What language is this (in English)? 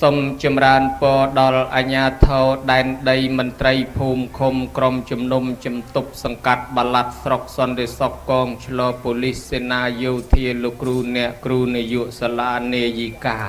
Khmer